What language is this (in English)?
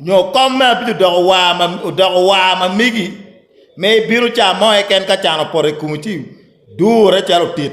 Acoli